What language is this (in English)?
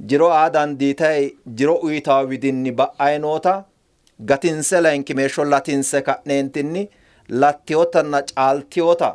Sidamo